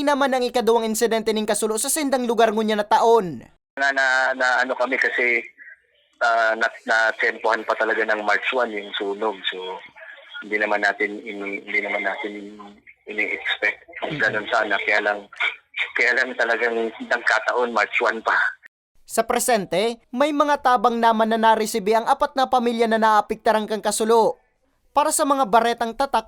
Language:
Bikol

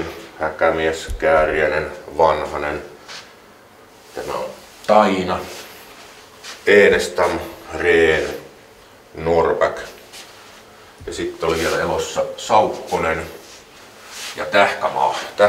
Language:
Finnish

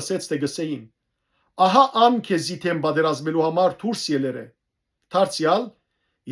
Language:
Western Armenian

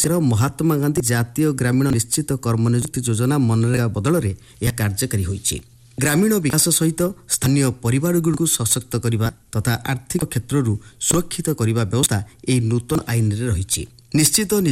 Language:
Odia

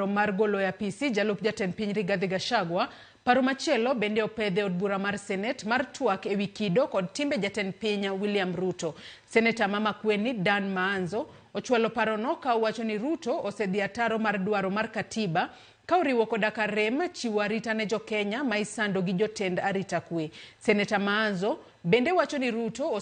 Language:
Luo (Kenya and Tanzania)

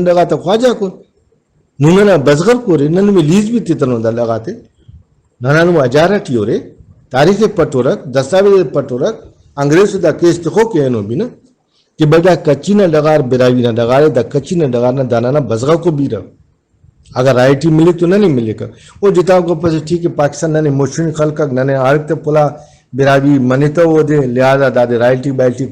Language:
Brahui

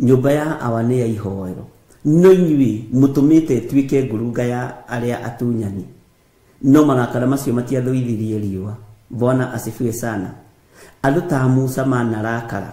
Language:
Kikuyu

